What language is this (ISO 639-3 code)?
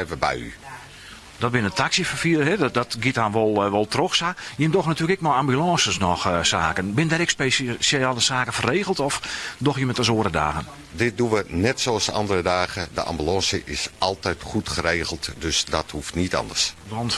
fry